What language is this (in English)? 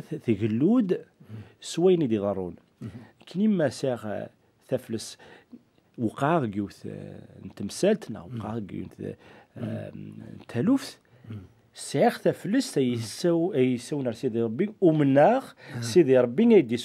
Kabyle